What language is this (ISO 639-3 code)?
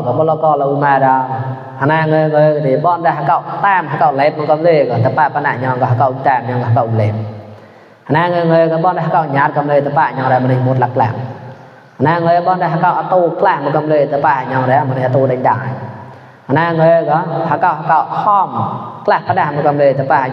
mnw